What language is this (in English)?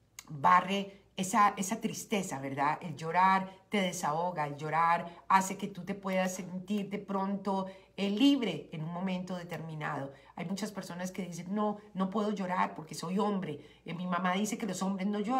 Spanish